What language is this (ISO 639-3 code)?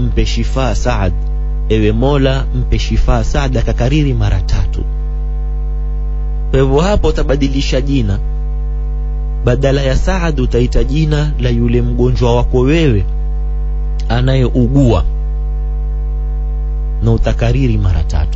swa